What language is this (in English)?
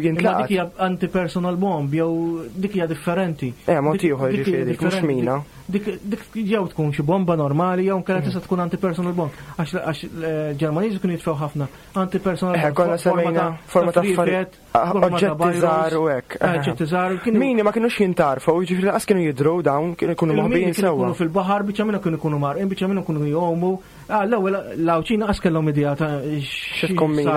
Maltese